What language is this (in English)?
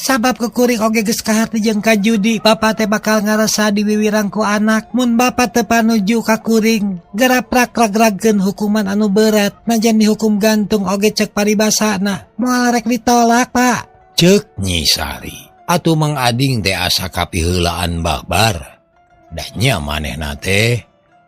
Sundanese